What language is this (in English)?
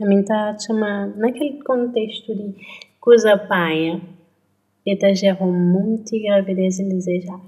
Kabuverdianu